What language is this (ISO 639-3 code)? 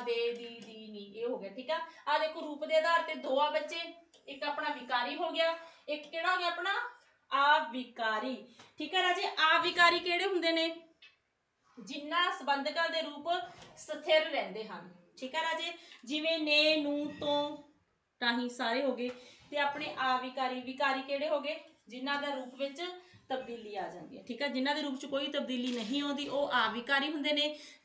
pan